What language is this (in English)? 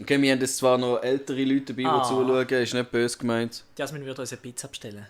Swiss German